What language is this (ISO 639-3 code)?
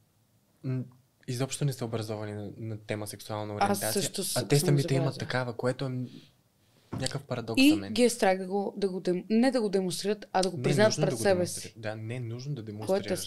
bul